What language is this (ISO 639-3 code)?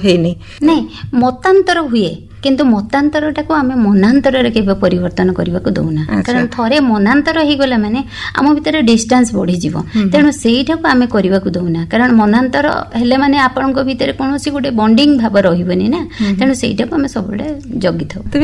ori